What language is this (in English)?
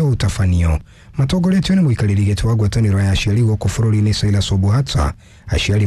Kikuyu